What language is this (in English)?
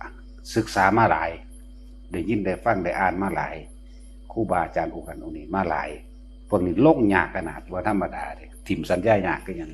Northeastern Thai